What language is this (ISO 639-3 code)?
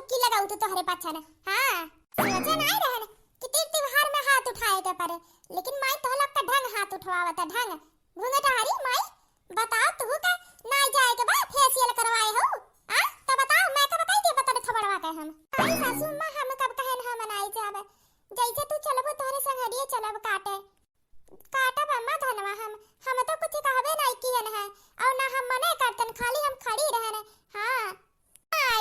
awa